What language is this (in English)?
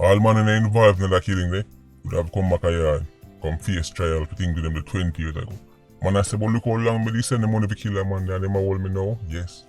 Jamaican Creole English